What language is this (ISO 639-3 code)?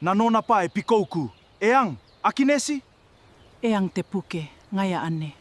gil